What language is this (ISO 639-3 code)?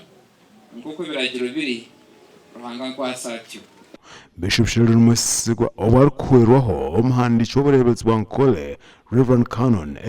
nyn